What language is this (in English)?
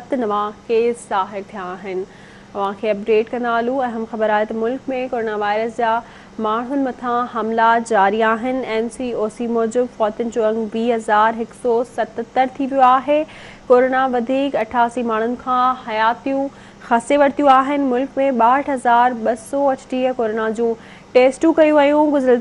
Sindhi